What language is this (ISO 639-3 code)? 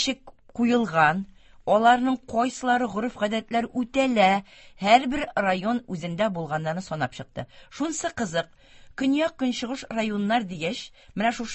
tat